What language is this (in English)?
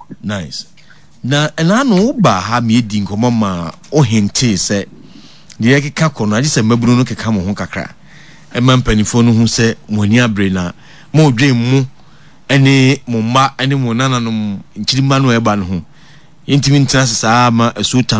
Akan